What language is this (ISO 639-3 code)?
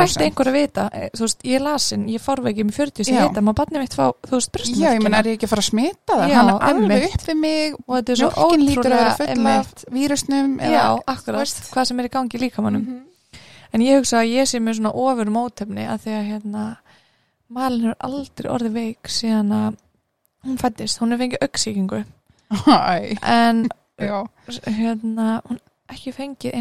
isl